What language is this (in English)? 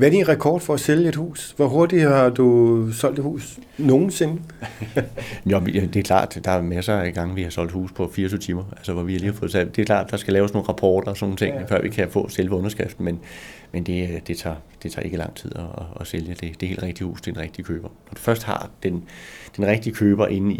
Danish